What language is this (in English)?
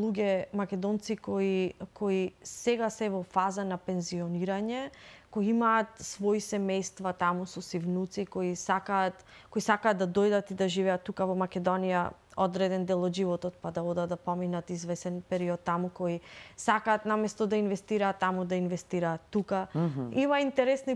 Macedonian